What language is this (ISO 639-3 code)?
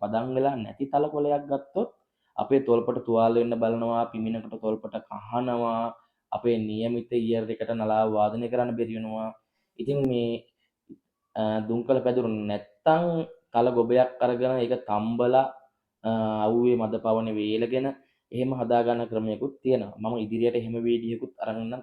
sin